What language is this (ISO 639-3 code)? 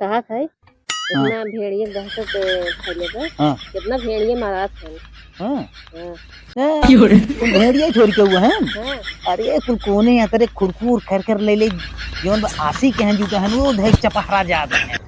awa